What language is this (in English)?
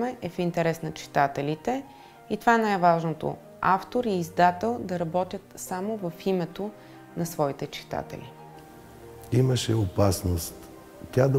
Bulgarian